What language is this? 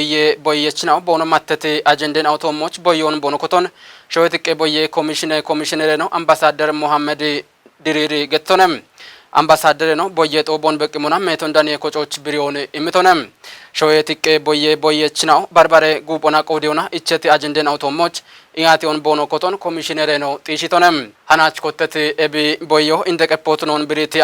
Kafa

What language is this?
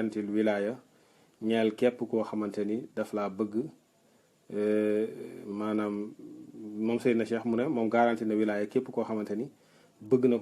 Wolof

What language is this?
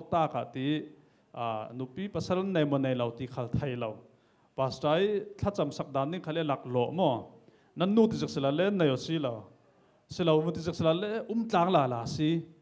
Falam Chin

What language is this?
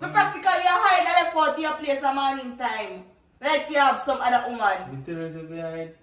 Jamaican Creole English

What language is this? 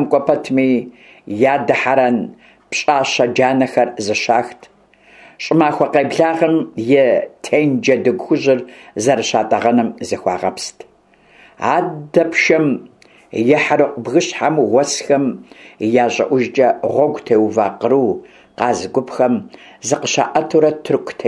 Kabardian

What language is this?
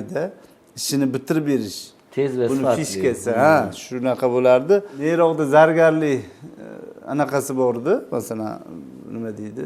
Uzbek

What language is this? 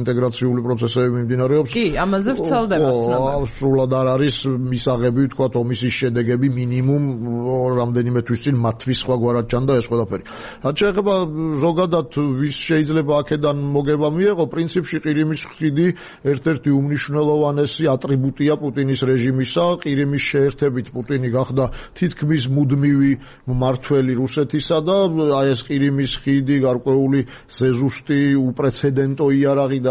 Georgian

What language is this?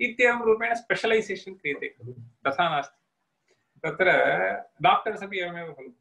Sanskrit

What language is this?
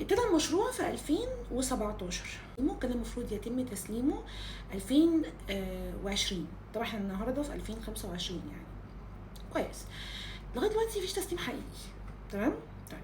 Egyptian Arabic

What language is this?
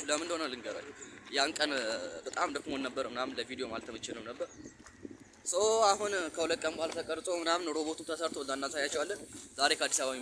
Amharic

